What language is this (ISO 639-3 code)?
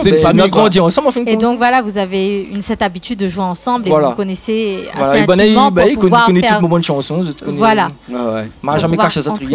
rcf